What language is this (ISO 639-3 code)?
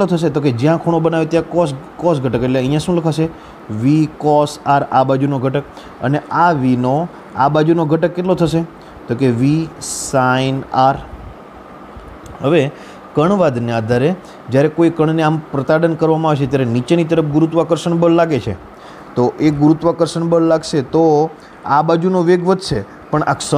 guj